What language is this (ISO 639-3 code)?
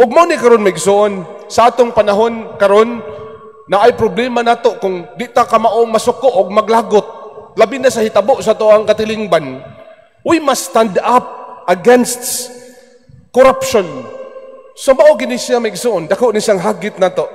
ceb